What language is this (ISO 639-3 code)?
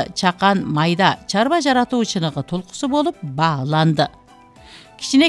kir